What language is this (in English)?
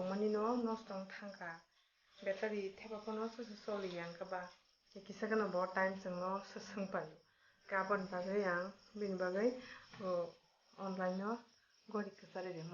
Kok Borok